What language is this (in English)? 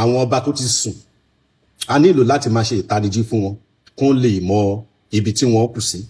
Yoruba